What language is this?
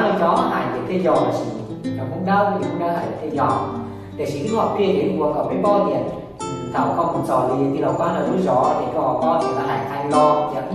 Hmong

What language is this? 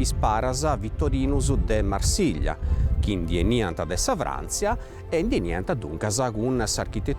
Sardinian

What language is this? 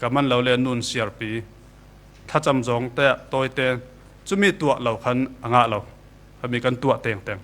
Falam Chin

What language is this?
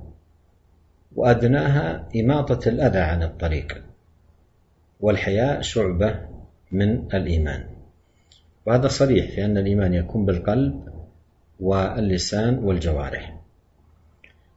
Arabic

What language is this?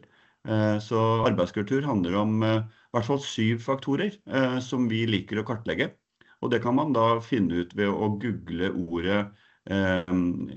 Norwegian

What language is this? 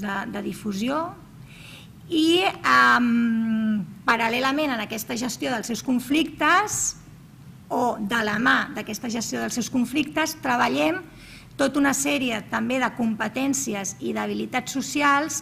Catalan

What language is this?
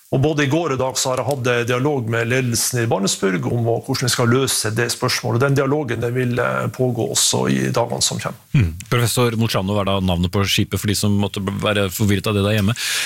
Norwegian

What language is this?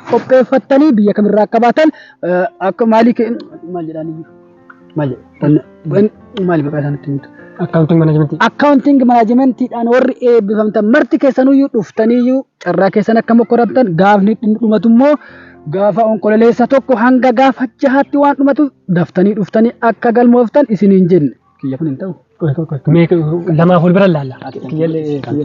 Oromo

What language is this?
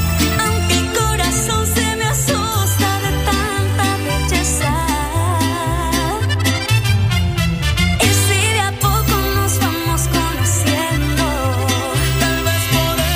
Spanish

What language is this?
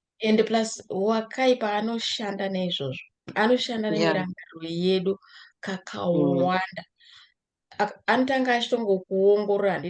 Shona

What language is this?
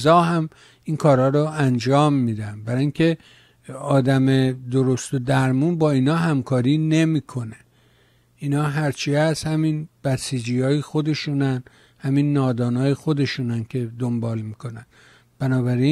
Persian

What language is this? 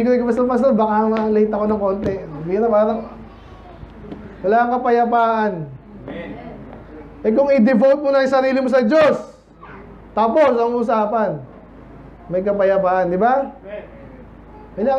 Filipino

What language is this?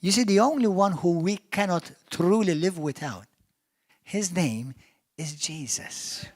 English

